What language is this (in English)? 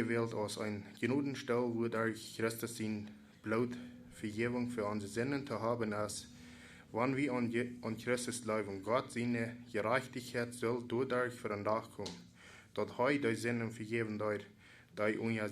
Plautdietsch